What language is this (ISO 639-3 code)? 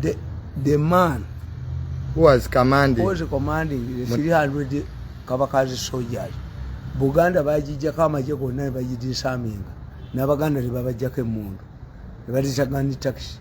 lug